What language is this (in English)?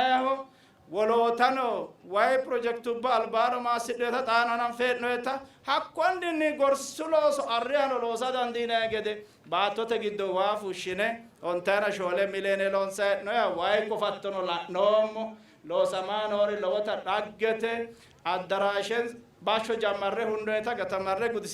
Sidamo